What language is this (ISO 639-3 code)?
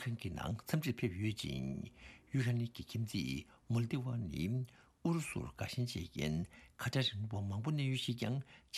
bod